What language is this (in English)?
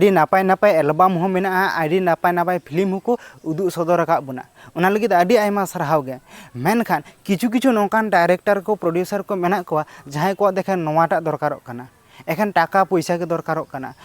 Santali